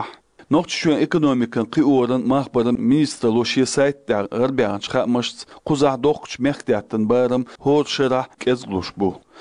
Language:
Chechen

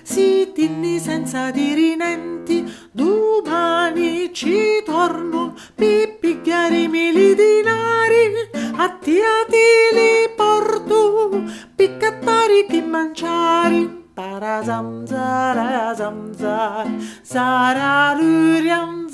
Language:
Sicilian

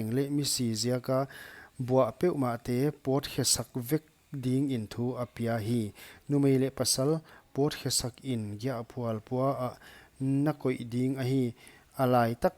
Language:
Paite Chin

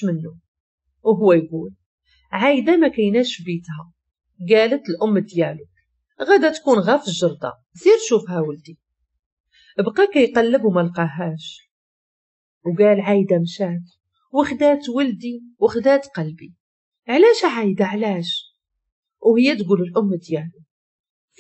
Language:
Moroccan Arabic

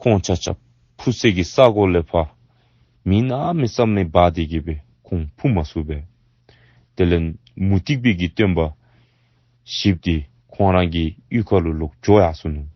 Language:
Dzongkha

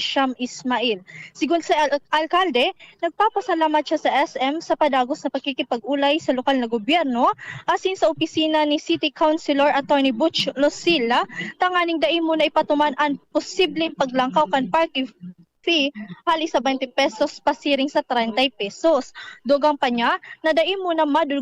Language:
Bikol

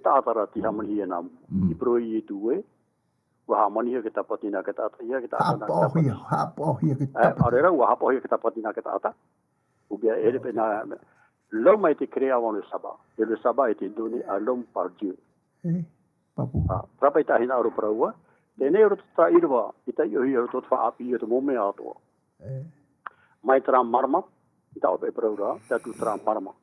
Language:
Tahitian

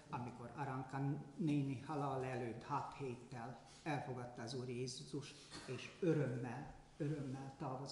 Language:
Hungarian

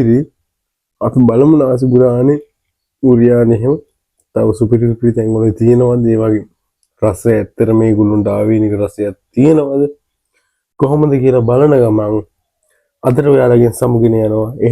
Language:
Sinhala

